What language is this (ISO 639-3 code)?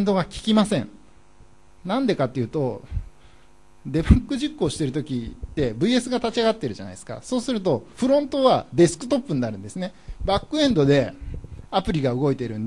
jpn